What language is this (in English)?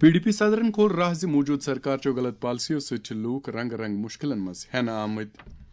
Kashmiri